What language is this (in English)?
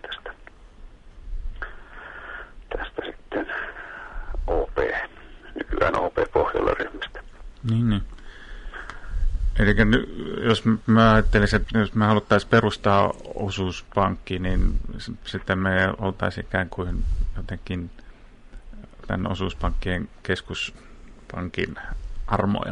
Finnish